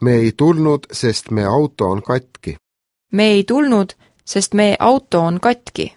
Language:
Estonian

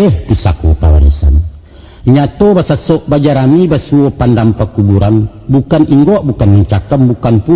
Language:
Minangkabau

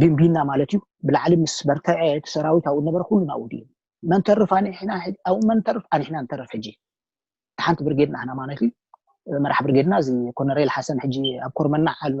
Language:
Tigrinya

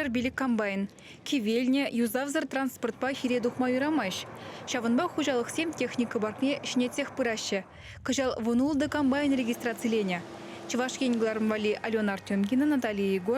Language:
Chuvash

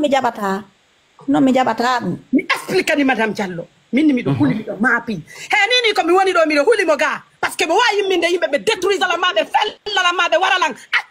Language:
Pular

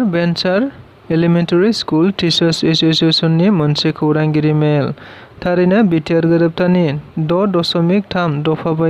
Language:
Bodo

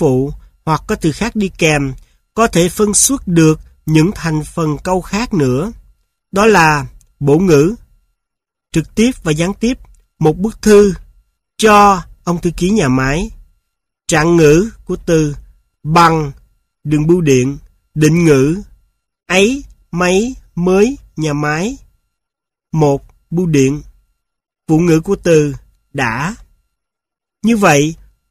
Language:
Vietnamese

